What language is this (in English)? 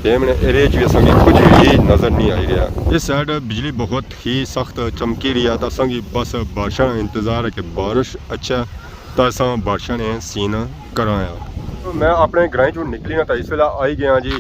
Pahari-Potwari